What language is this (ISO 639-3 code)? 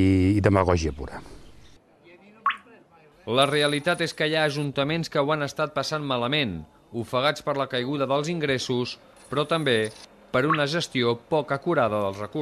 cat